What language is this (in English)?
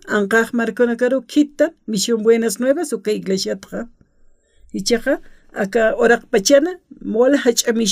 Aymara